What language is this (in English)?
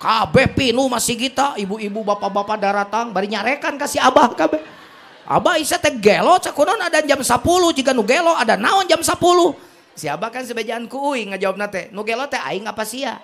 Sundanese